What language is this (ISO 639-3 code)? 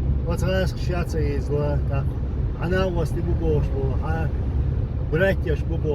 che